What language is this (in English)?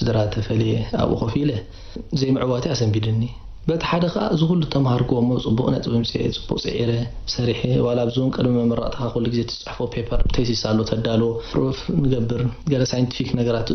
Tigrinya